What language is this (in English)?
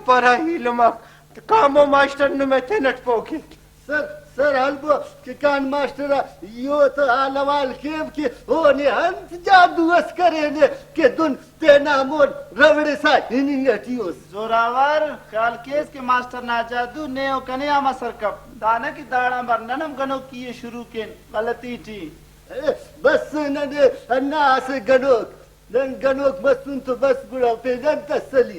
Brahui